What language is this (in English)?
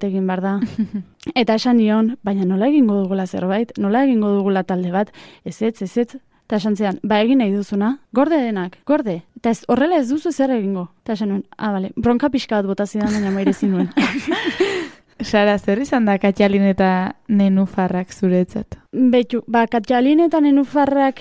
Basque